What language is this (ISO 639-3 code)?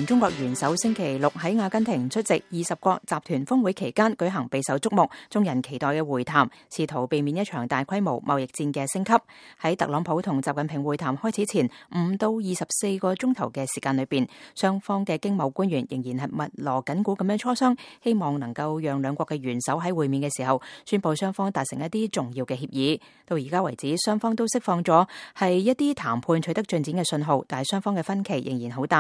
yue